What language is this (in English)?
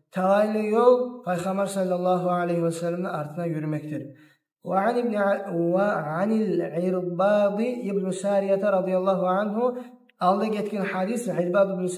Kumyk